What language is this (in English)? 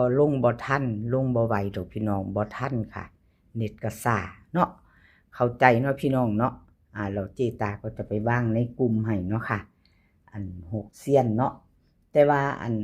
Northeastern Thai